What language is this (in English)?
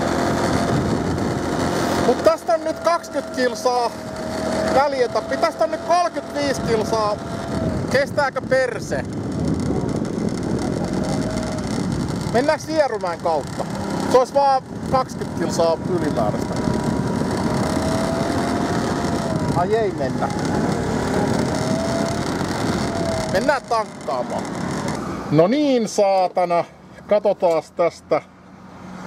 Finnish